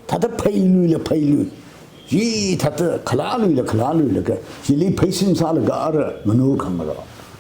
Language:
Tangkhul Naga (India)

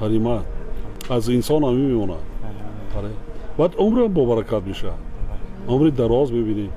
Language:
Tajik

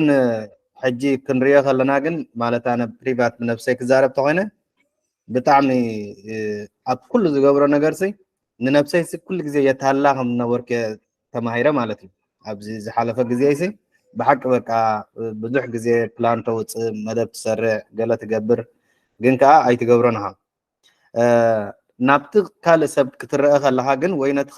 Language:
Tigrinya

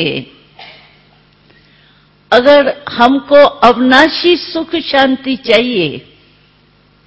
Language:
Hindi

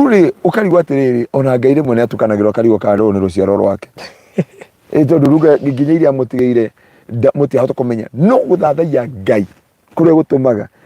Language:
Kikuyu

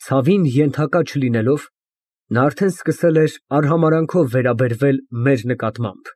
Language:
Armenian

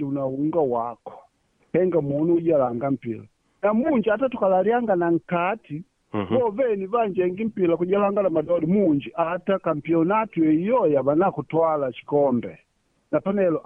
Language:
Makonde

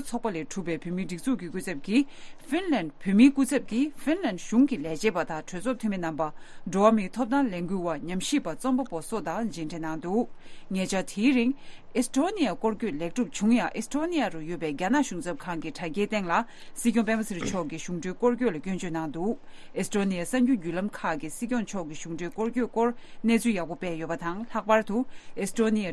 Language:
Tibetan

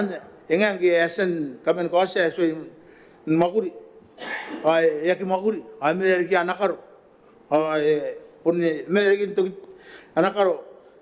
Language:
Gilbertese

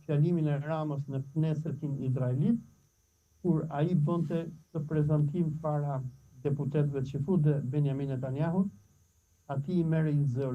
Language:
Albanian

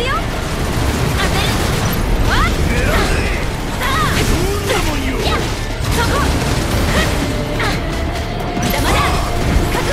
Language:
Japanese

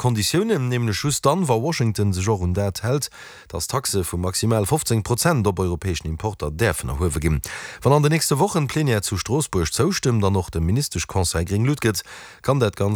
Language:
Luxembourgish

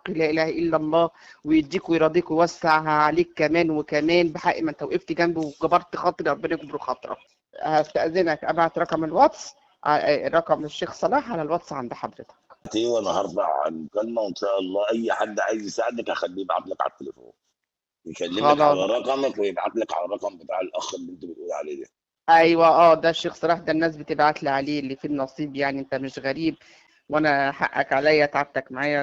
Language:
Egyptian Arabic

